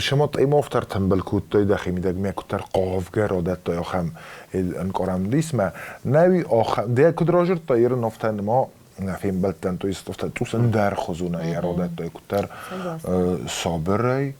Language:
Ossetic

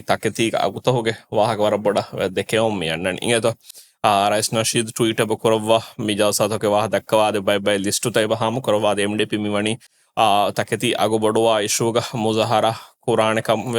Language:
Divehi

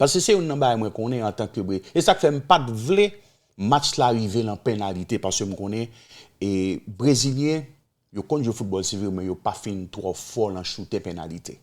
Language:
Haitian Creole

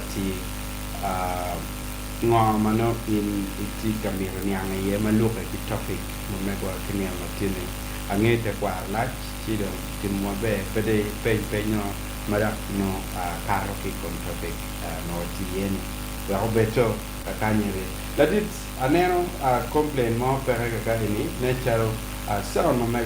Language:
Acoli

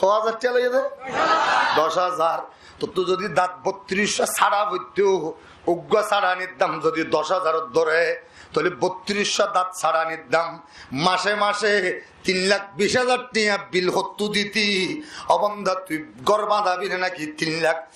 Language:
Rohingya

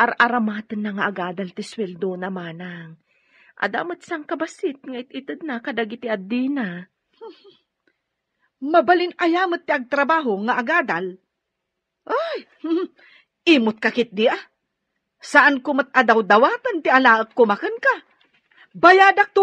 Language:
Iloko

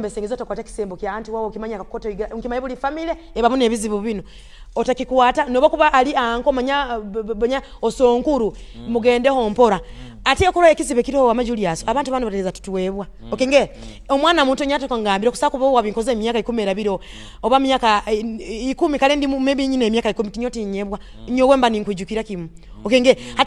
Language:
Nyoro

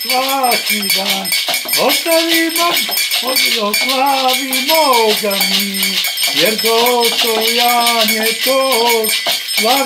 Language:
Croatian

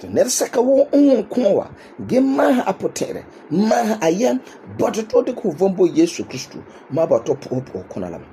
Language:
Frafra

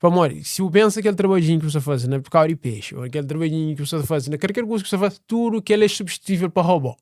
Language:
Kabuverdianu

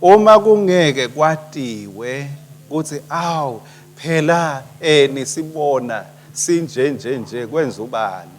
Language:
Swati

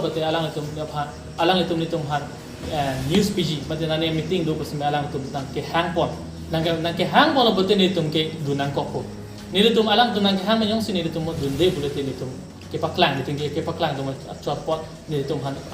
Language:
Karbi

